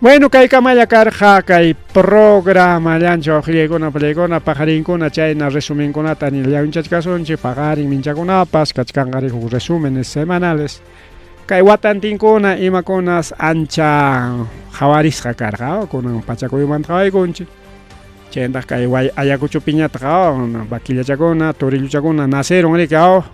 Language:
Ayacucho Quechua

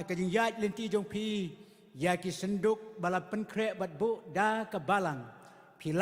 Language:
Khasi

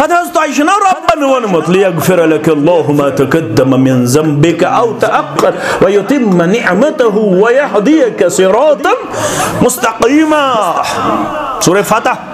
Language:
Kashmiri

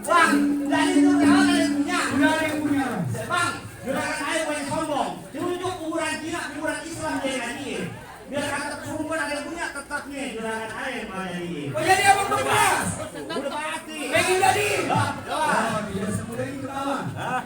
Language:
Betawi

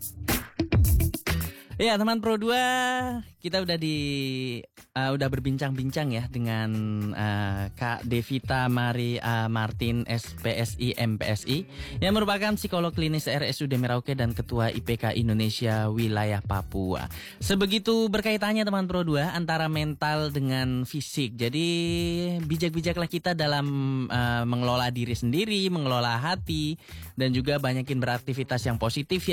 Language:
Indonesian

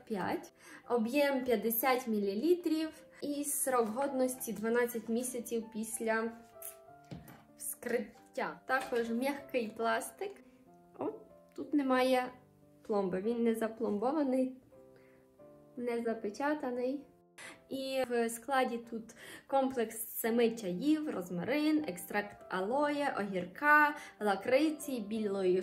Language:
Ukrainian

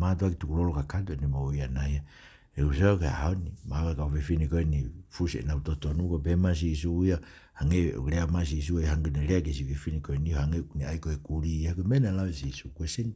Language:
Tongan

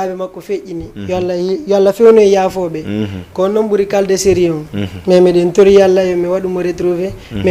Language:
Fula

